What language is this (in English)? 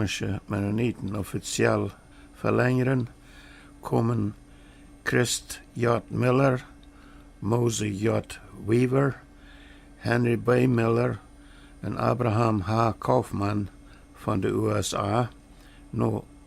Plautdietsch